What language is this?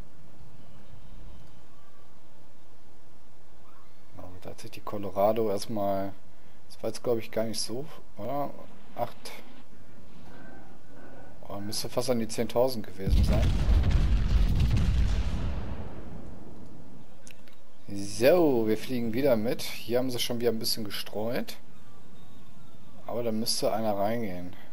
German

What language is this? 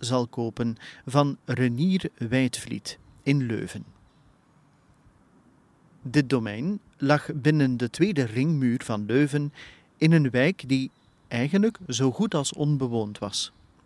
Dutch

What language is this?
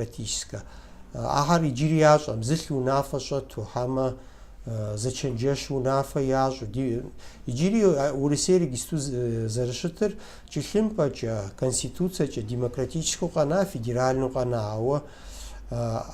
Kabardian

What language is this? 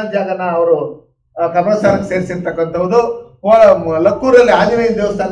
Kannada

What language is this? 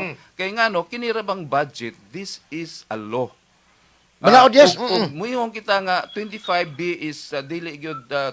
Cebuano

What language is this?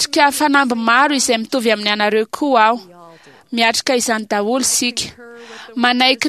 Malagasy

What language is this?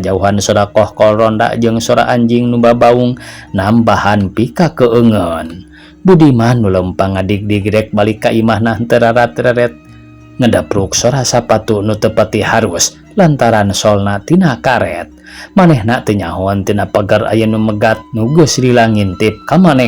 Sundanese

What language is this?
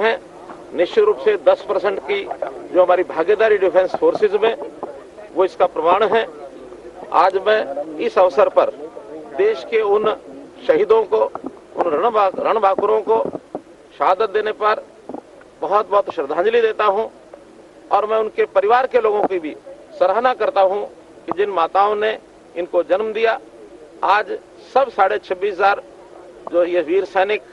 Hindi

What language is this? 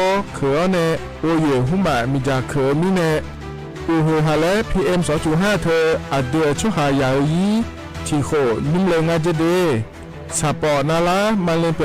Akha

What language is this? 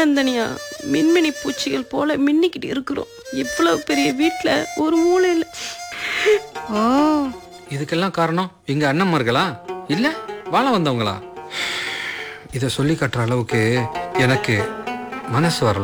Tamil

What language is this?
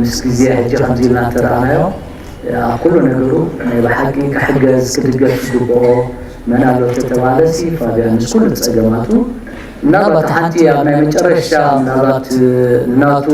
Tigrinya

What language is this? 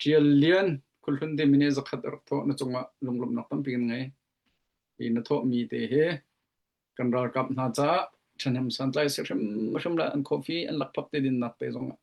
Hakha Chin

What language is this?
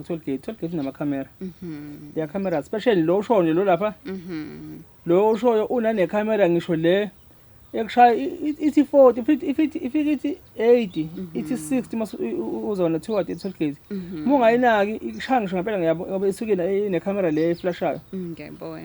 Zulu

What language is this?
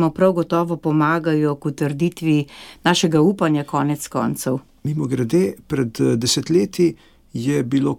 Slovenian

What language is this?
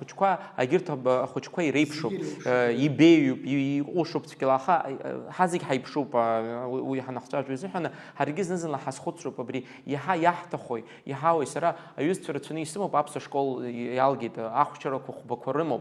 Abkhazian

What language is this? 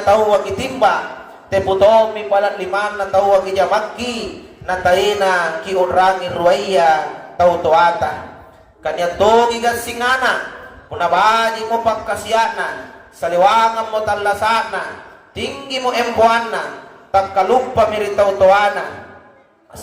Makasar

